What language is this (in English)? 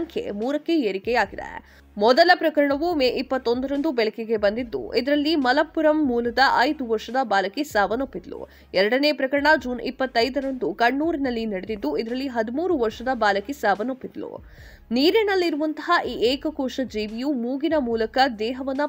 Kannada